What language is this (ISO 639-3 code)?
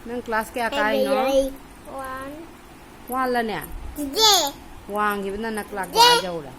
mni